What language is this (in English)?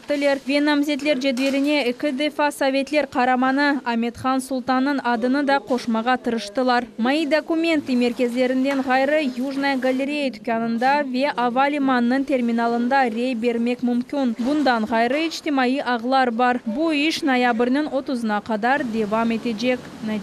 Crimean Tatar